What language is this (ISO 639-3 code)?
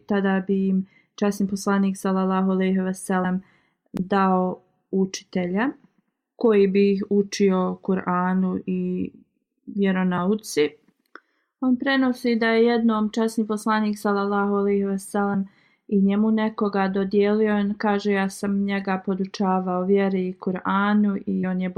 bos